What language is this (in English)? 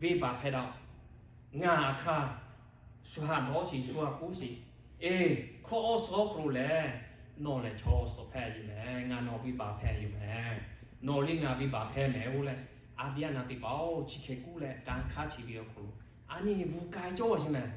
Lahu